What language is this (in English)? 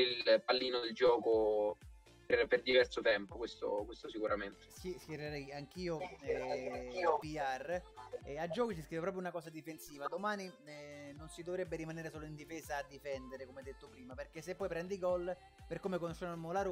Italian